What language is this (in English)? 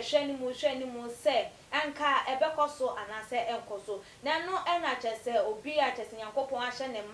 Akan